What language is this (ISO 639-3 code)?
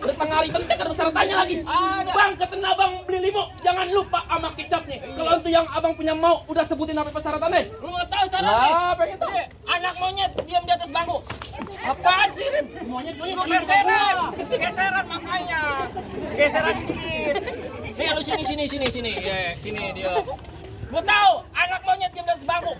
bew